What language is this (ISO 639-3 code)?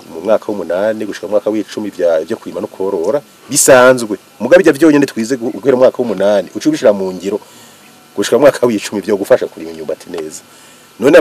run